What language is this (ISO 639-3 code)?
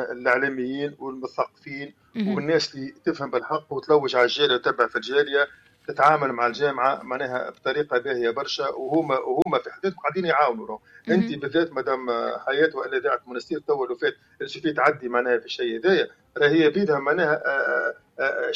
aeb